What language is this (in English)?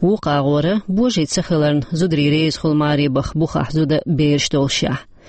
Chechen